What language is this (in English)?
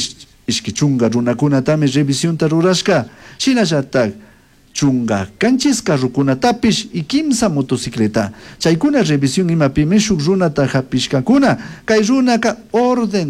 Chimborazo Highland Quichua